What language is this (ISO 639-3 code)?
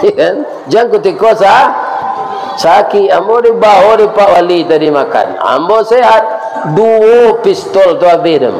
min